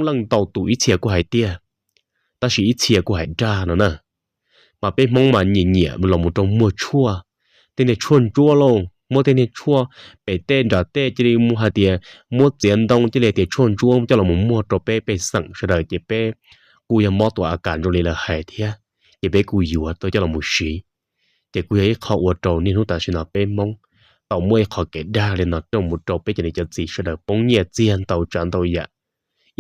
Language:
Hmong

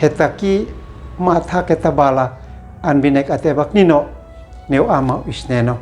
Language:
Uab Meto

